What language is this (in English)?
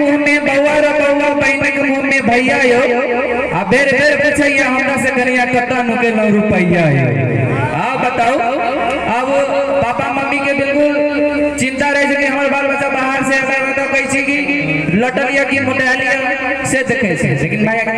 Maithili